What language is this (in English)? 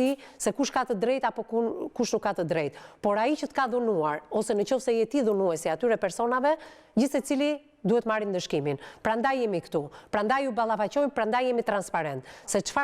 Albanian